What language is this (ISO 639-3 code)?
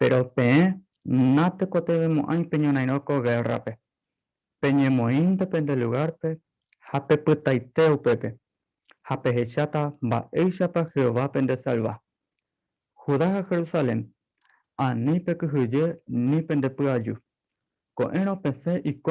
grn